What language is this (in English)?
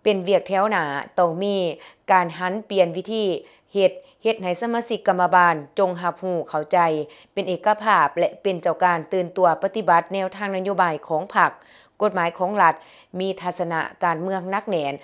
Lao